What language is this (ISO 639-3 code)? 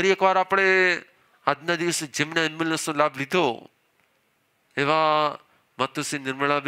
guj